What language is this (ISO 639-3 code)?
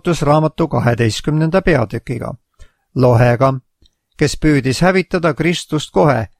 est